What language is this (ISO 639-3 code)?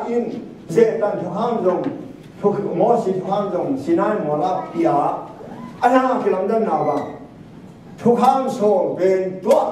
ctd